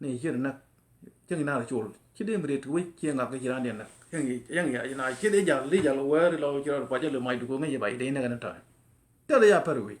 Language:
Nuer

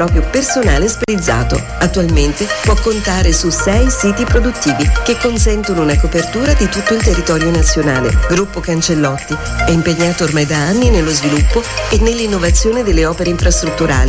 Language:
Italian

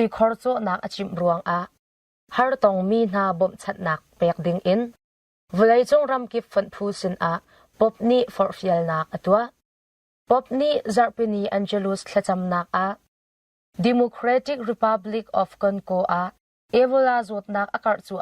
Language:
Hakha Chin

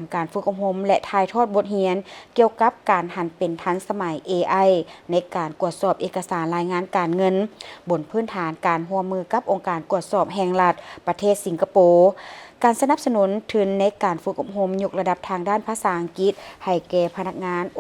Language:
Lao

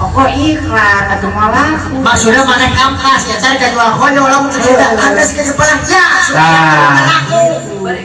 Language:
Sundanese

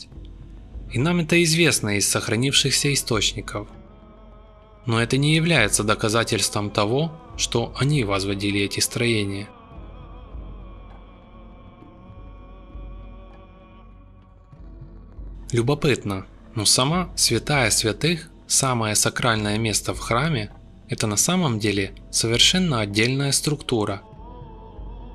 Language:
Russian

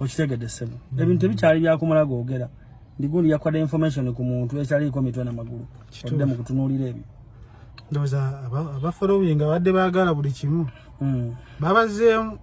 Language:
Ganda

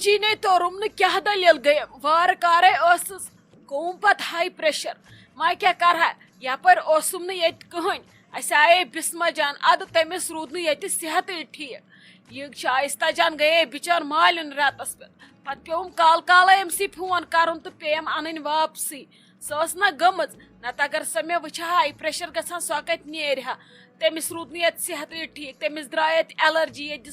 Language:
Kashmiri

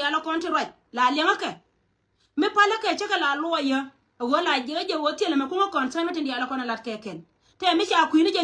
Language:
Nuer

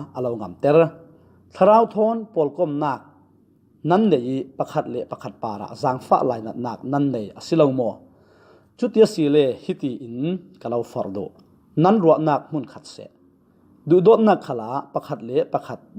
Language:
Falam Chin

